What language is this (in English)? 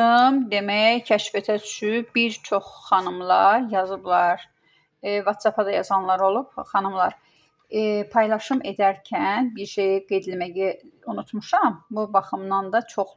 Azerbaijani